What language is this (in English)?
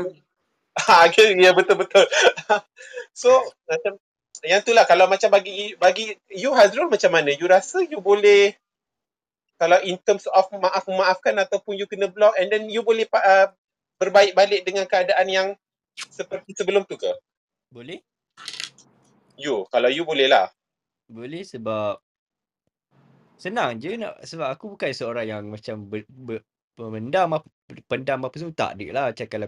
Malay